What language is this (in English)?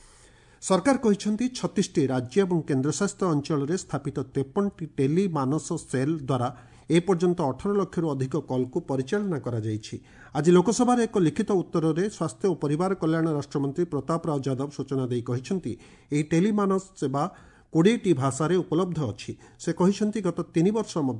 Odia